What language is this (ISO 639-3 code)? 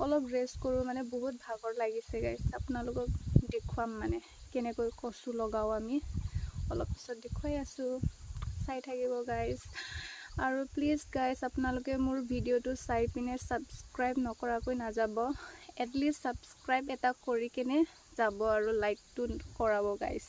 asm